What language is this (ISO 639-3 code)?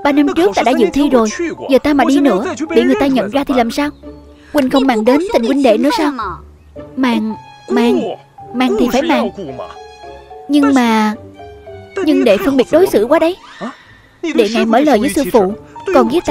vie